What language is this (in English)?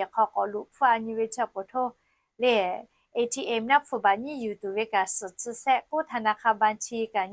Lahu